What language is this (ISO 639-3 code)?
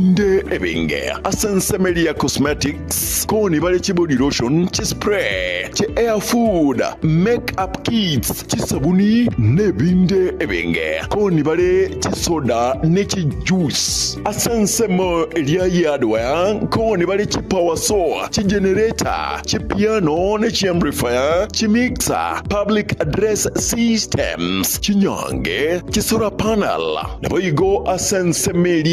guz